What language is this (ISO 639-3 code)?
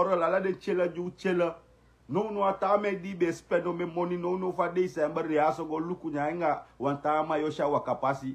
srn